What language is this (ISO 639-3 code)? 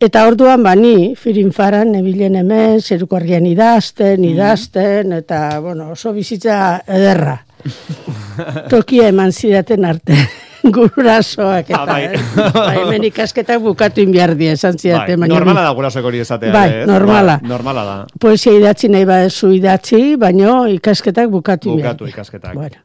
eus